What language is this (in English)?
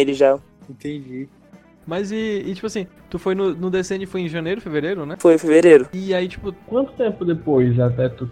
Portuguese